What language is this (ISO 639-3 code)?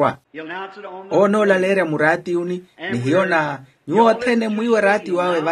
vmw